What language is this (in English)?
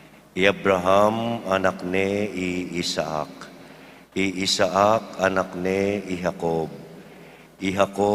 Pampanga